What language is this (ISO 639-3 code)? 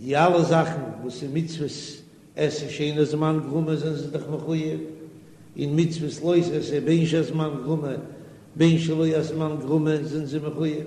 yid